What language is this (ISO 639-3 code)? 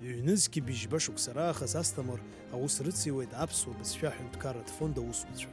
abk